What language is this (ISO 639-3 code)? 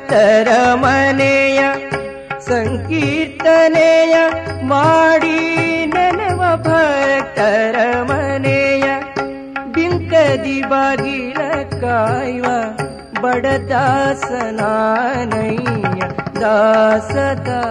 kan